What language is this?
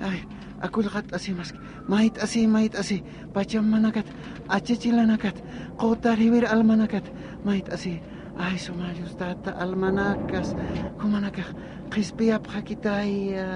Aymara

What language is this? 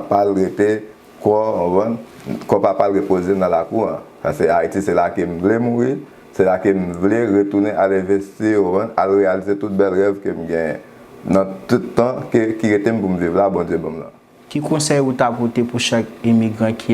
Haitian Creole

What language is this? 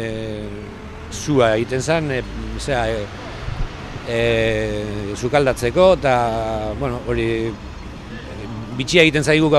Basque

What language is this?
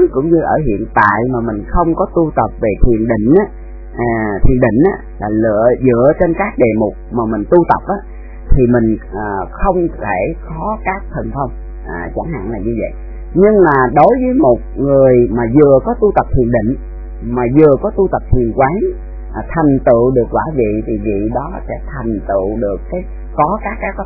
Vietnamese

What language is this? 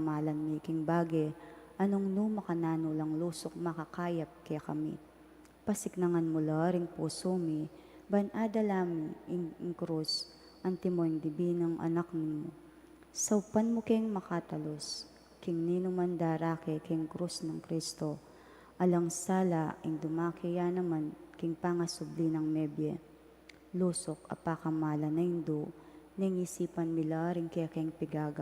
Pampanga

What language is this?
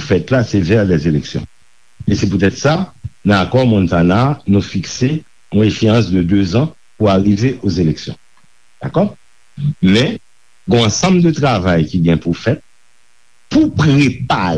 Haitian Creole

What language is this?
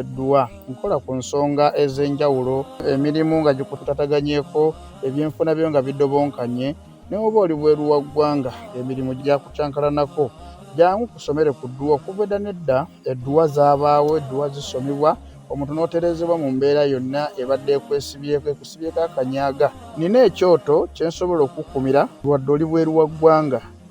Ganda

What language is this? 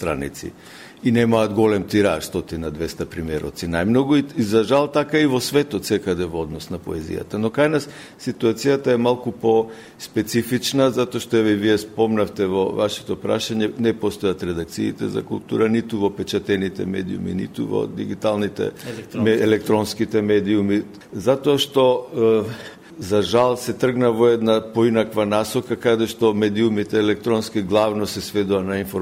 Macedonian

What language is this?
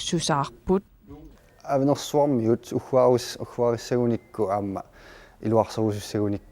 Kalaallisut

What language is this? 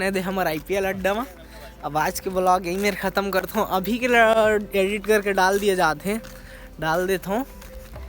Chhattisgarhi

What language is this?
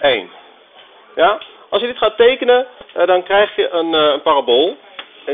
Dutch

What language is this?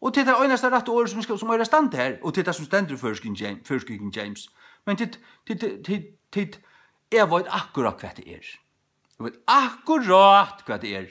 Faroese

